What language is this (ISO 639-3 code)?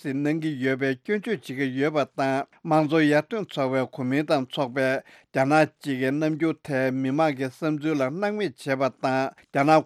bod